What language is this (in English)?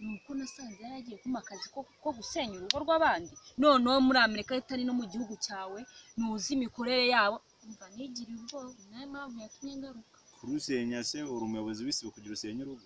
Kinyarwanda